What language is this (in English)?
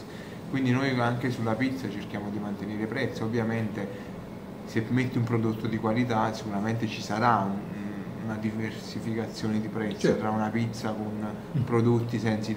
Italian